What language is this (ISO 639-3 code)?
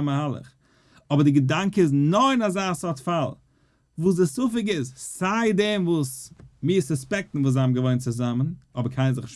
yid